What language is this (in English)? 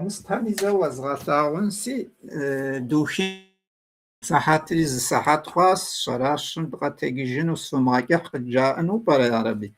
Kabardian